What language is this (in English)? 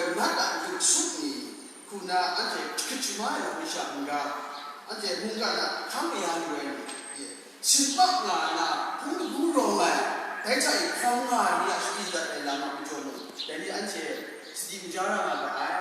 Kachin